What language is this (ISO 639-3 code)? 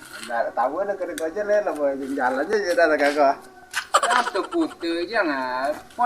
min